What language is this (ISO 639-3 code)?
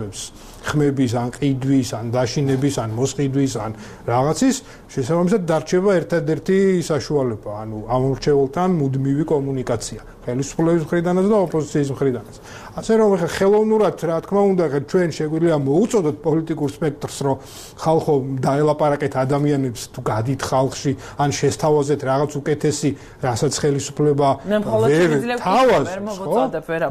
kat